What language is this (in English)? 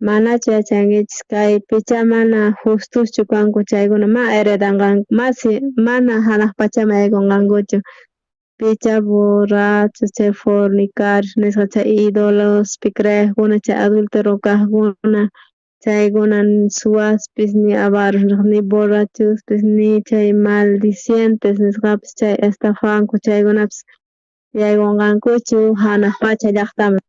South Bolivian Quechua